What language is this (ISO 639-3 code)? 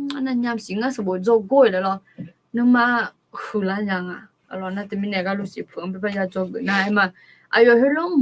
ahk